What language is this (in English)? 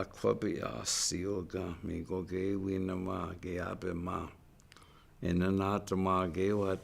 Chippewa